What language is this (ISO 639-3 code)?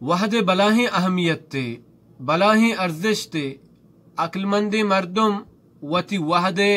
bal